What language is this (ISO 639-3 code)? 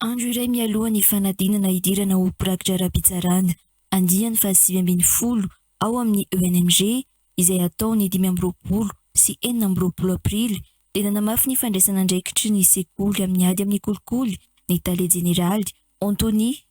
mlg